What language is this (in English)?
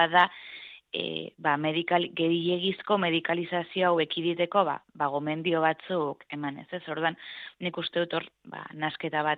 Basque